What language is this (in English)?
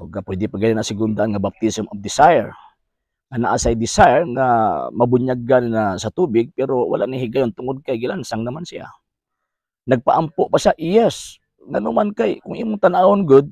Cebuano